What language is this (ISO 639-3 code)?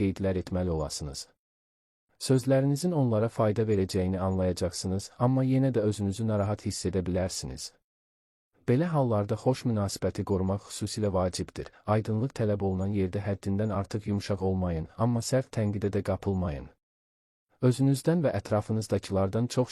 aze